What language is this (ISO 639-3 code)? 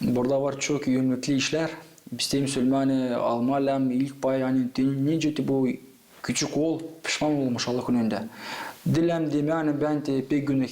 gag